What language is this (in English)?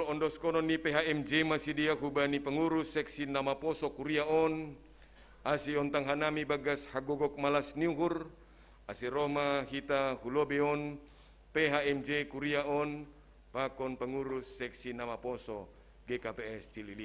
Batak Simalungun